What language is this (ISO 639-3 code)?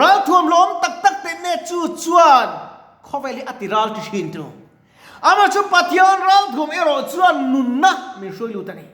lus